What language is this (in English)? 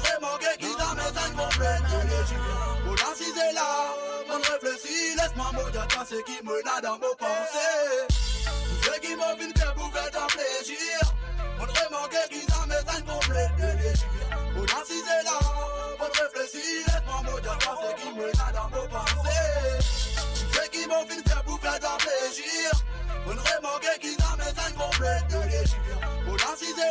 Morisyen